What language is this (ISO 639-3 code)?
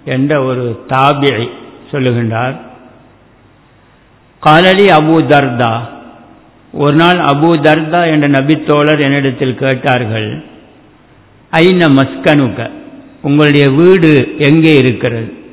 tam